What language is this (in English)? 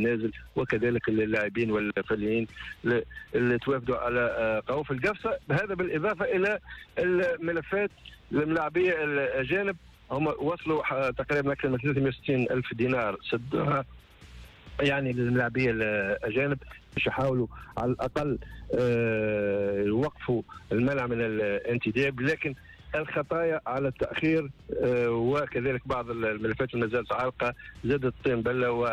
Tunisian Arabic